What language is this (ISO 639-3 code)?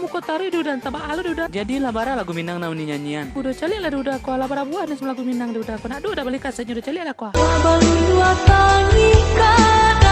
min